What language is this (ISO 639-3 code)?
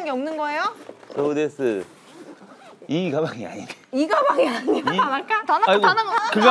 kor